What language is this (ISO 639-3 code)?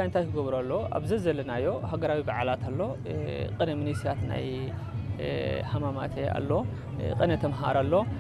tir